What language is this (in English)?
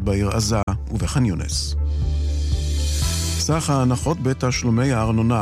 Hebrew